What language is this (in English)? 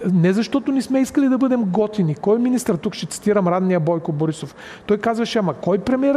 Bulgarian